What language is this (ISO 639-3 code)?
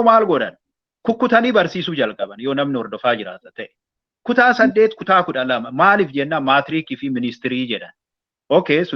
orm